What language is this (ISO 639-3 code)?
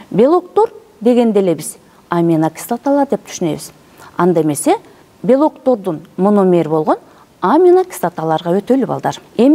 kir